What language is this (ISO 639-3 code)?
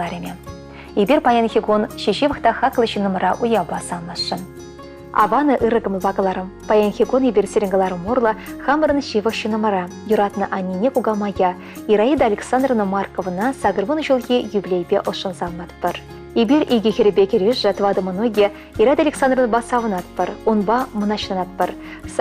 chv